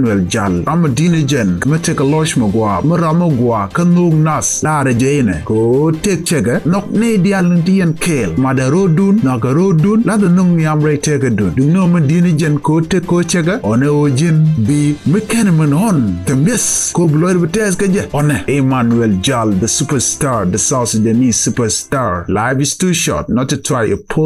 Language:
Nuer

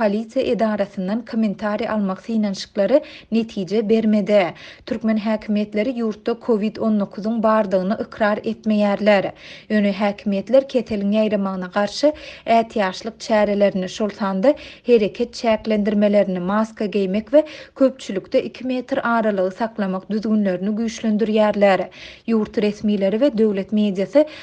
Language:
Turkmen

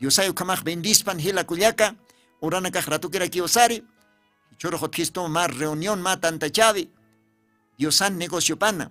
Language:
Aymara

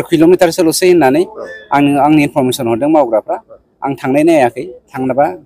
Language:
Bodo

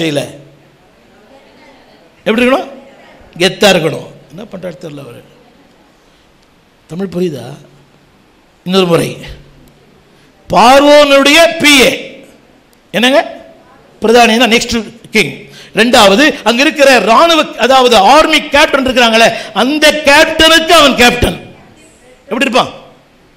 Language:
Tamil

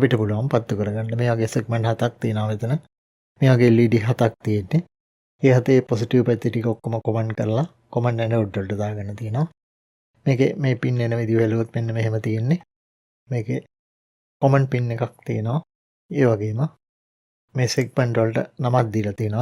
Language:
Sinhala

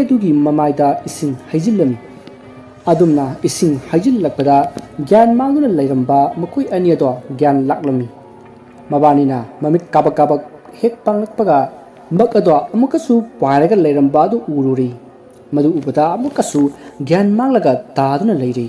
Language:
Manipuri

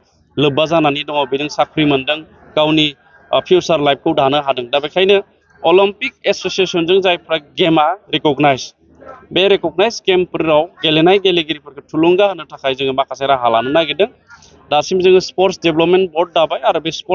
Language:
Bodo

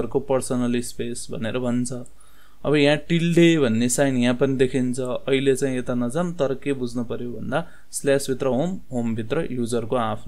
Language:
Nepali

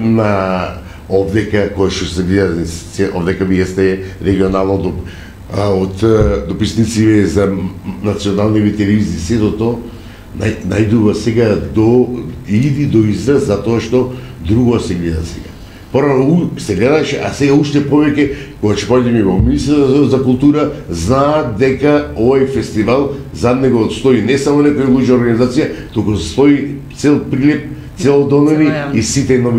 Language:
Macedonian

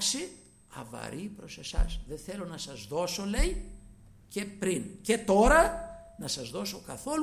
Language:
Greek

